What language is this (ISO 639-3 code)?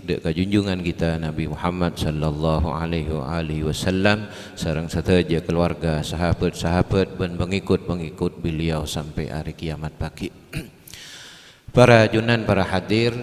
mad